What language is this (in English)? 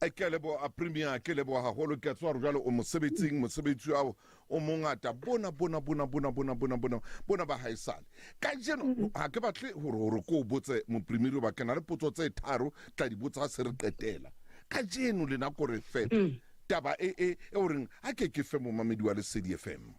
Southern Sotho